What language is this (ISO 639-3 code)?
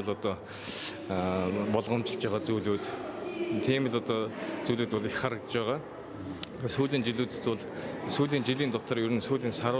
mon